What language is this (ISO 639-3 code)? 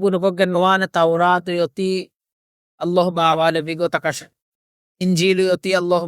div